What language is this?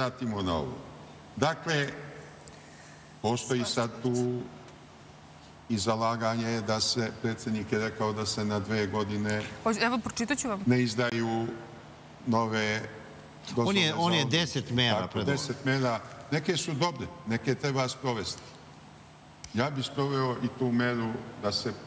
Serbian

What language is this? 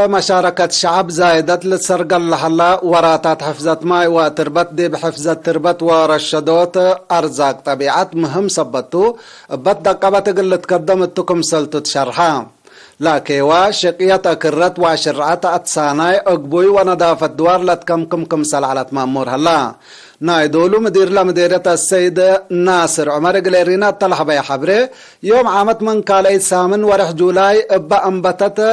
Tigre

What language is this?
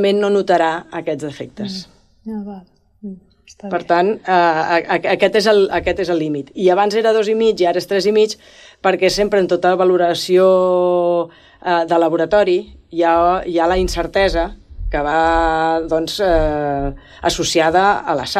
Catalan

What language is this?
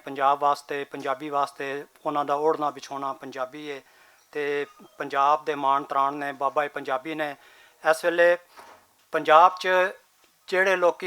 Western Panjabi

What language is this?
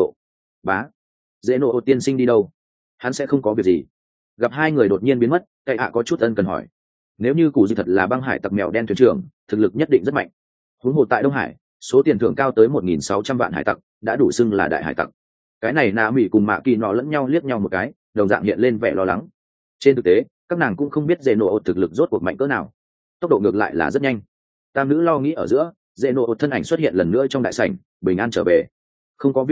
Vietnamese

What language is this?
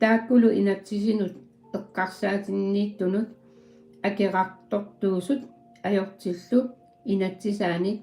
Kalaallisut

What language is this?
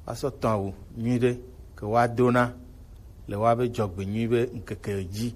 Gen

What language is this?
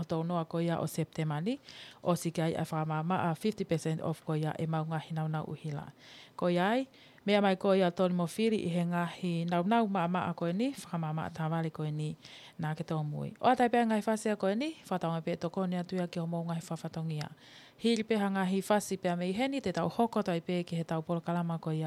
Tongan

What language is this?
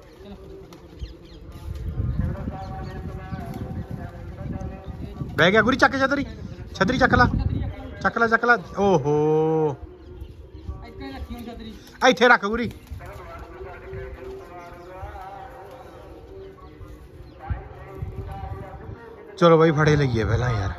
Punjabi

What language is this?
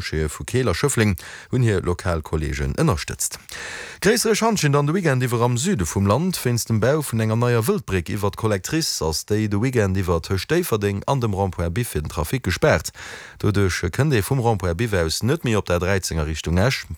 Luxembourgish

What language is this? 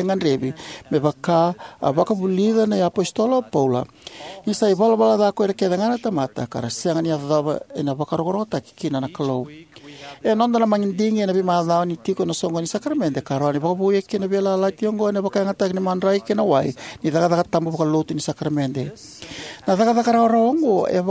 Fijian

